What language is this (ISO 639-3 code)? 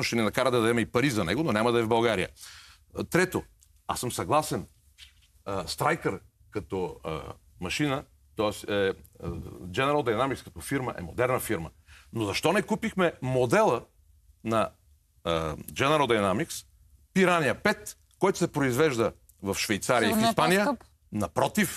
bul